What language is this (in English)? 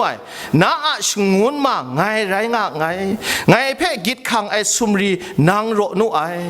Kachin